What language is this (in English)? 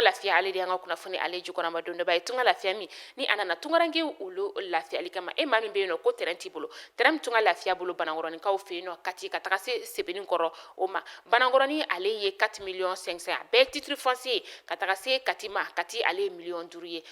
Bambara